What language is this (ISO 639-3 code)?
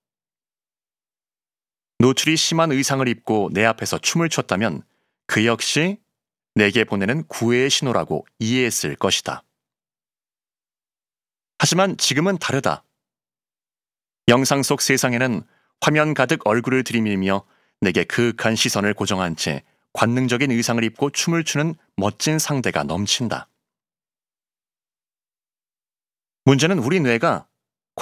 kor